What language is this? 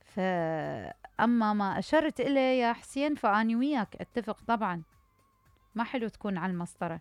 Mesopotamian Arabic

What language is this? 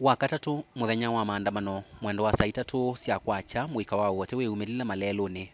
Kamba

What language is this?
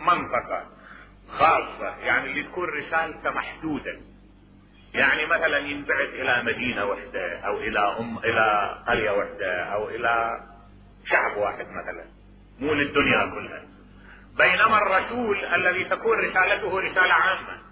Mesopotamian Arabic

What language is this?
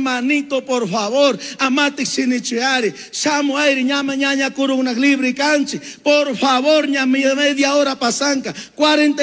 Chimborazo Highland Quichua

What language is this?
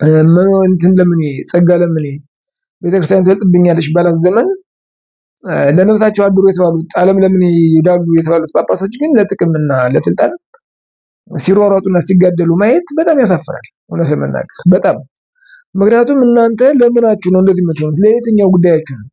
Amharic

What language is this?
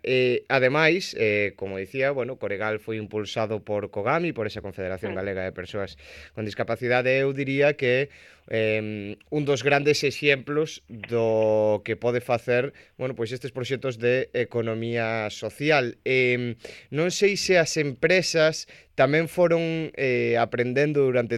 Galician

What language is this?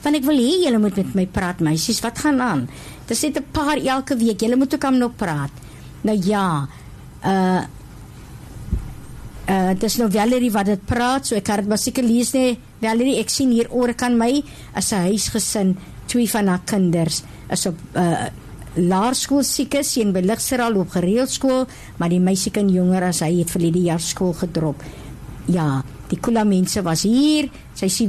Afrikaans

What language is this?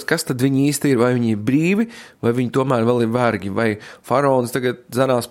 Latvian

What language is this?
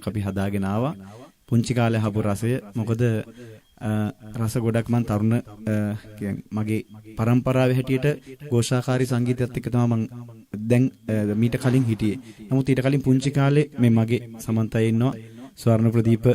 Sinhala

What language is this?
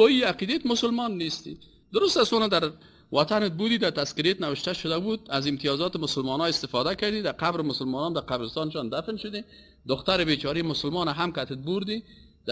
Persian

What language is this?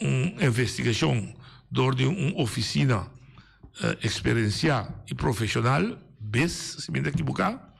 Papiamento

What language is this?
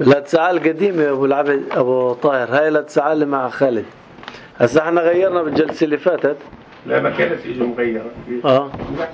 North Levantine Arabic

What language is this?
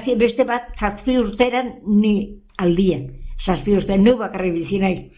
Basque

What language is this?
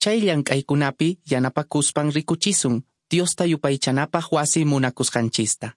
Quechua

